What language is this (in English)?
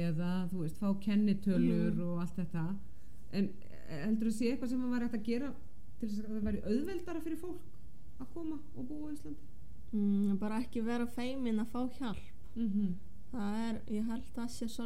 Icelandic